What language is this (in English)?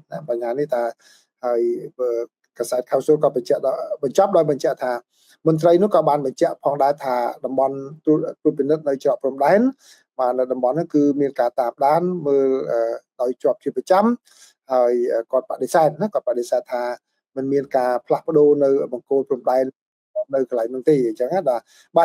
Khmer